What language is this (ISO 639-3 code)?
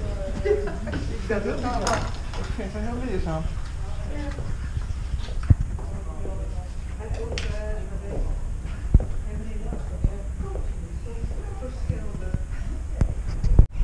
nld